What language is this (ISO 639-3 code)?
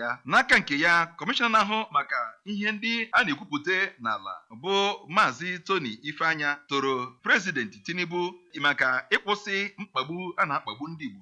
ibo